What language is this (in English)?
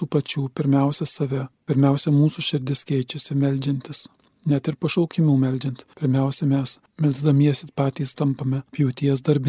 Lithuanian